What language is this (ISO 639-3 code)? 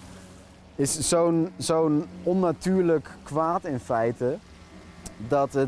nld